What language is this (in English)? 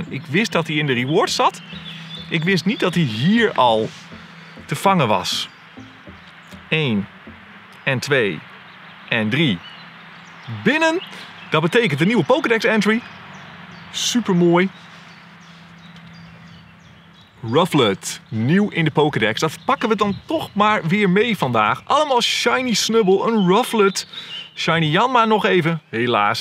Dutch